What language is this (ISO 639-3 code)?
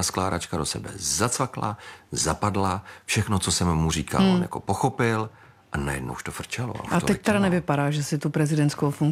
ces